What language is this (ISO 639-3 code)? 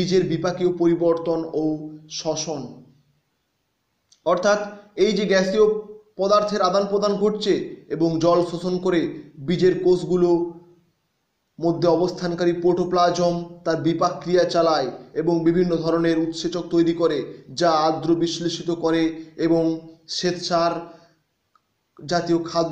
ben